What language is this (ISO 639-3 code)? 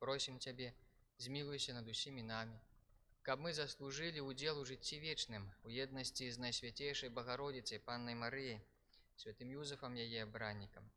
bel